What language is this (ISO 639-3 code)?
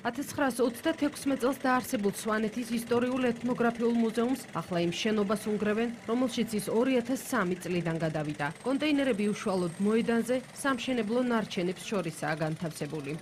kat